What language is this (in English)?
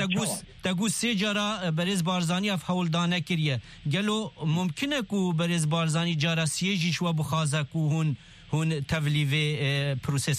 Kurdish